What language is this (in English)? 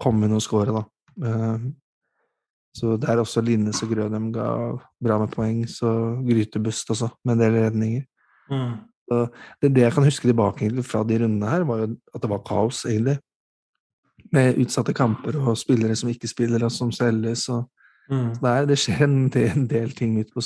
Norwegian